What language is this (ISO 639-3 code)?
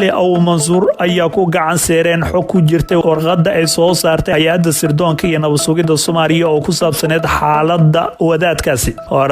som